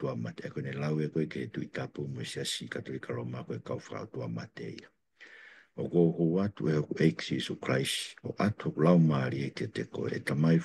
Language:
Tongan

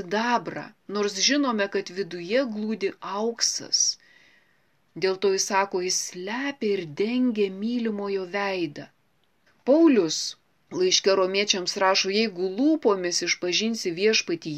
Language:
Lithuanian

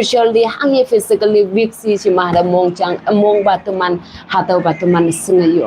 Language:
Konyak Naga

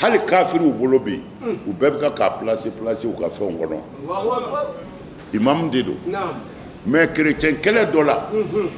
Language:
Bambara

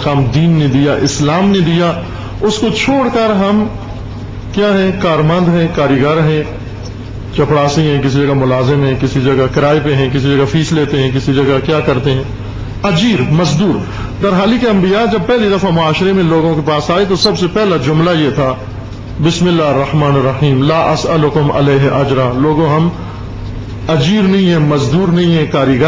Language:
Urdu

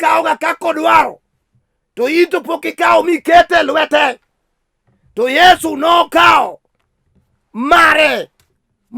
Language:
Luo (Kenya and Tanzania)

